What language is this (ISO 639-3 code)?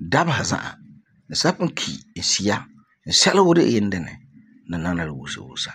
gur